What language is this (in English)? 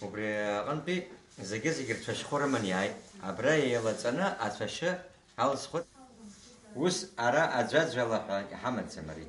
Abkhazian